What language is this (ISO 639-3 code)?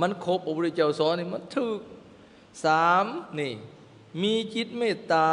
lao